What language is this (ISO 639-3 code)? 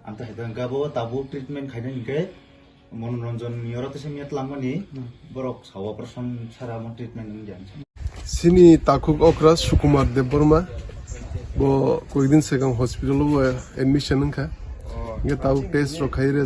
trp